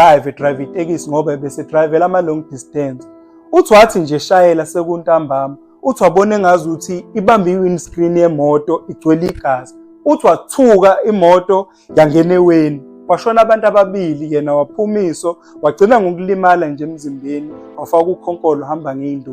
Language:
Zulu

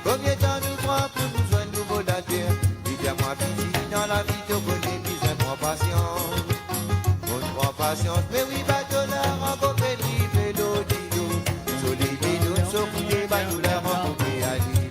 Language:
Morisyen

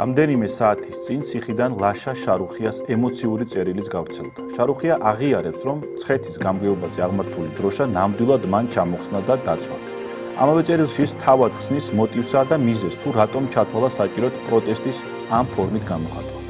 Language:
Georgian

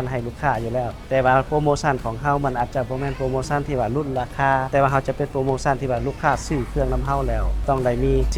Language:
Lao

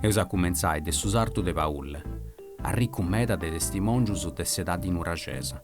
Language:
Sardinian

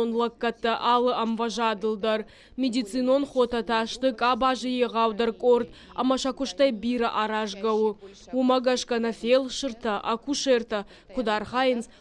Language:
Ossetic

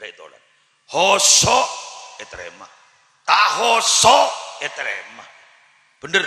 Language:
Madurese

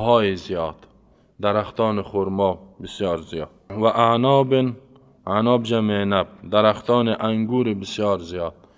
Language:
Persian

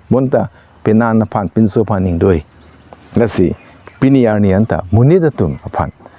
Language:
Karbi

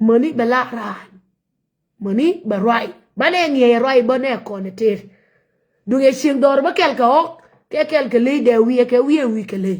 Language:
Nuer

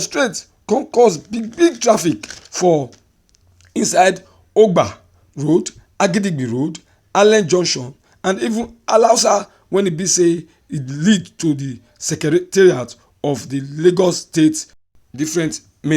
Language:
Nigerian Pidgin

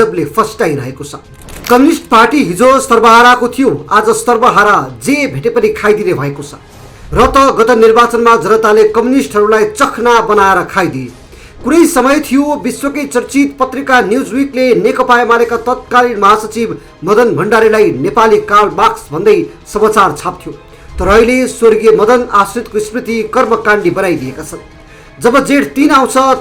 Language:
Nepali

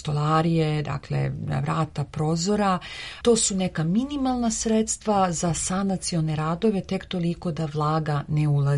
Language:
Serbian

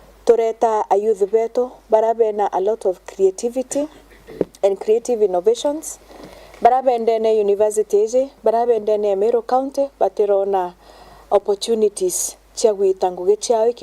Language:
Meru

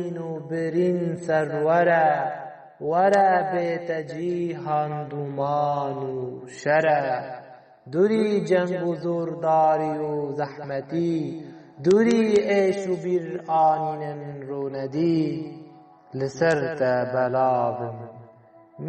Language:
Kurdish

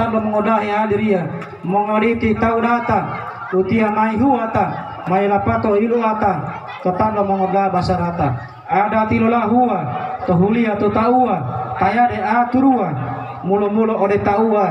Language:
Gorontalo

